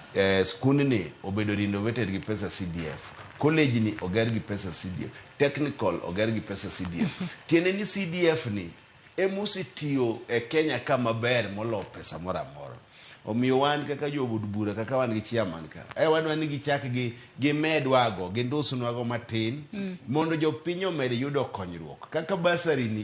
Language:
Luo (Kenya and Tanzania)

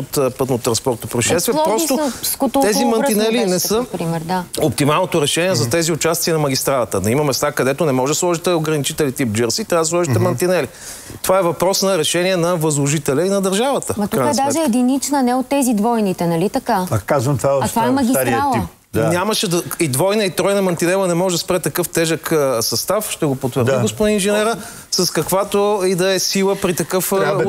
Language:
Bulgarian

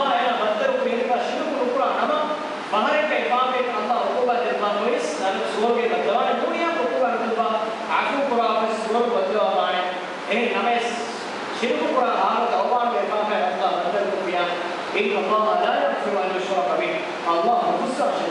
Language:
Divehi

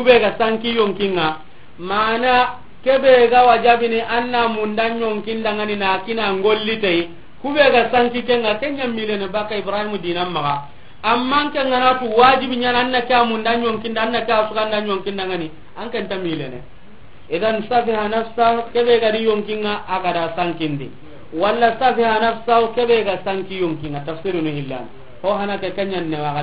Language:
Soninke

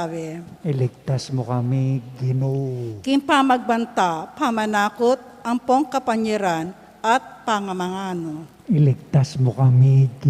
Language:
Pampanga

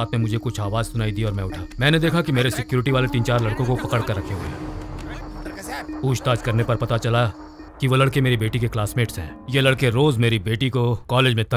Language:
Hindi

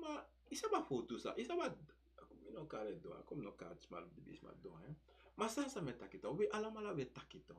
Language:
Sranan Tongo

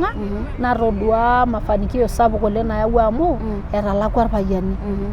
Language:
Masai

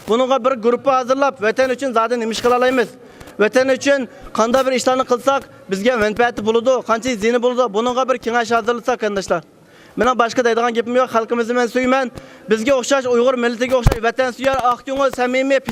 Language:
Uyghur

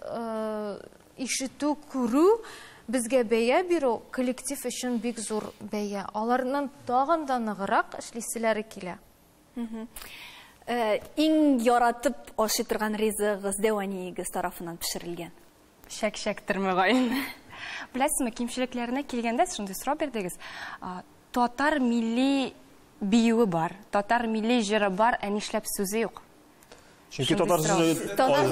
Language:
Tatar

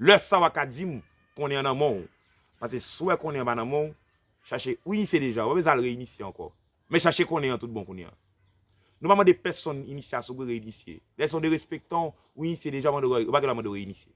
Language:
Haitian Creole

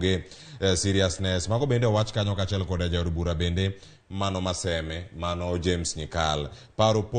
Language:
Luo (Kenya and Tanzania)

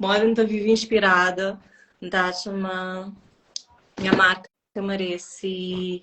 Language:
Kabuverdianu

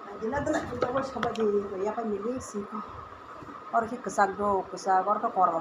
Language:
Kok Borok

